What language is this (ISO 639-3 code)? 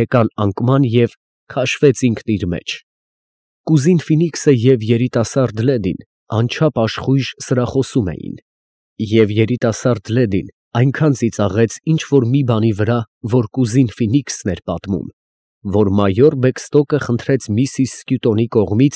hye